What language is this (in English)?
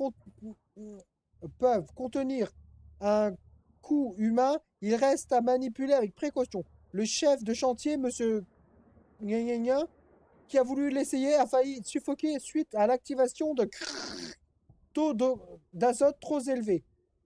French